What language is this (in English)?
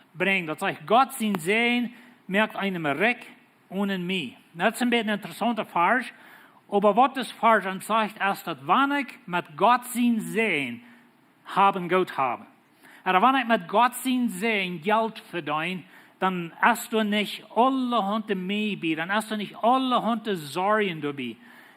Plautdietsch